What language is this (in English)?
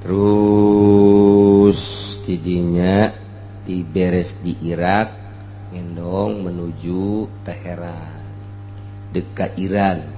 Sundanese